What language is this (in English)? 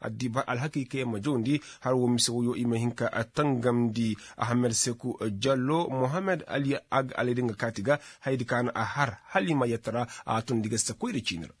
Koyraboro Senni